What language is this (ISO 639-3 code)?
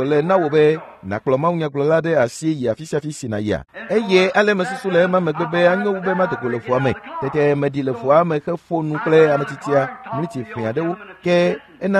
ewe